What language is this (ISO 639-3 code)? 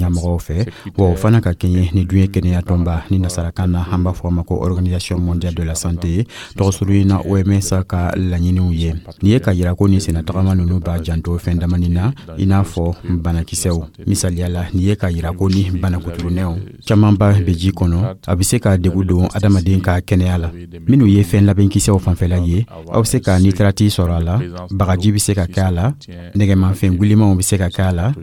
dyu